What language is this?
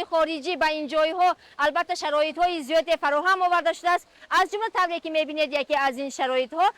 Tajik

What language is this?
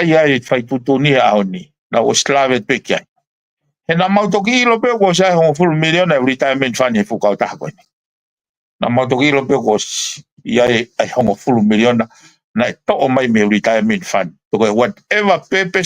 Tongan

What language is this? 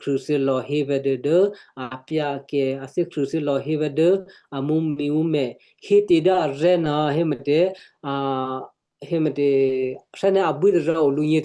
Western Kayah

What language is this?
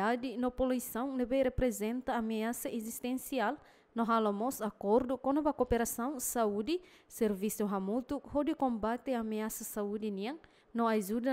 Tetum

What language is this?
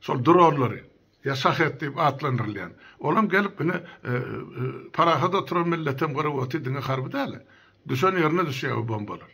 Turkmen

